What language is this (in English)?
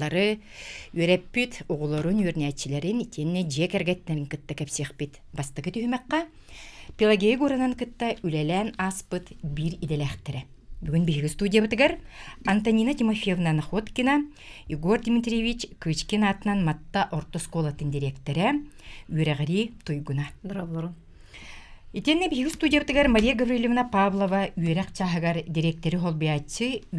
Yakut